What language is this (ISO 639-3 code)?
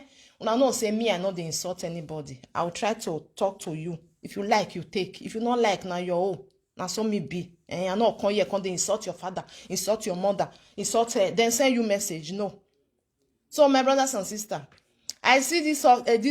pcm